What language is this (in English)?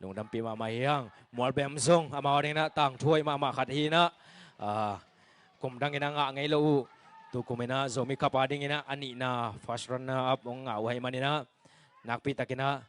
Tedim Chin